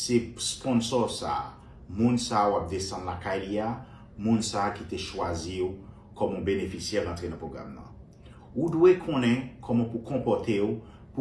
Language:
Haitian Creole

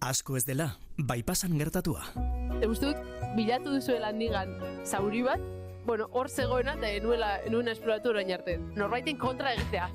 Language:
Basque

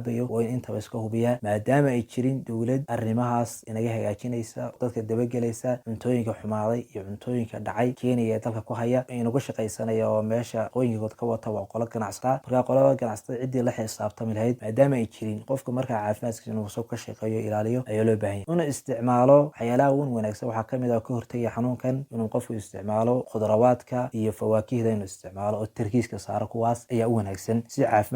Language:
Somali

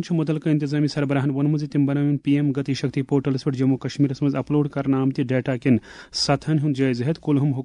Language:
Kashmiri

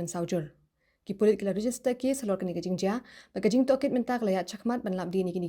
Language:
Khasi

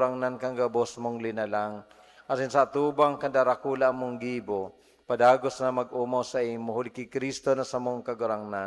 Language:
Bikol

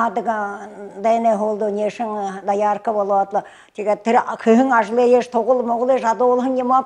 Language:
Buriat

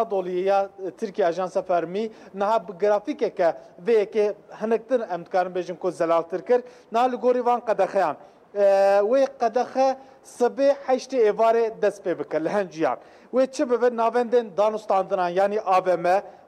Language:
Kurdish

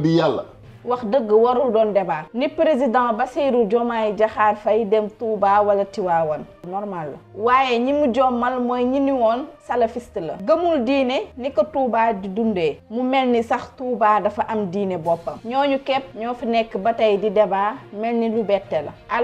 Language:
Wolof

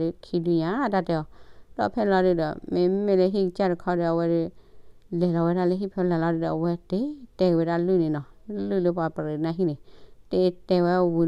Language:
S'gaw Karen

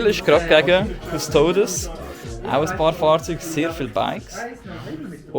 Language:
Swiss German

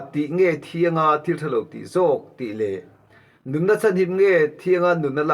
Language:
Mizo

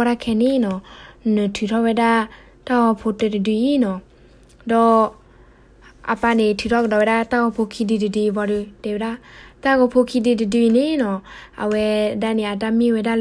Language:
S'gaw Karen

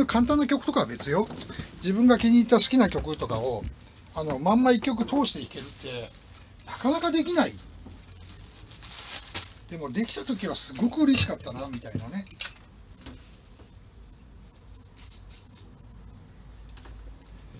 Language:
Japanese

